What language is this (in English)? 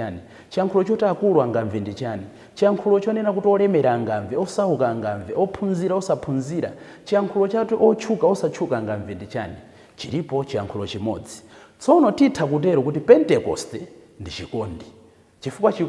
Nyanja